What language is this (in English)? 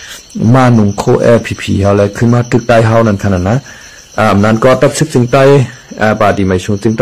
Shan